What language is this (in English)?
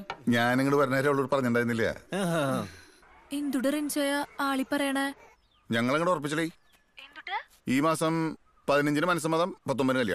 Malayalam